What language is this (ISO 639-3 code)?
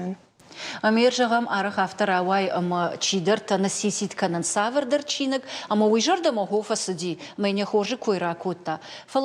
oss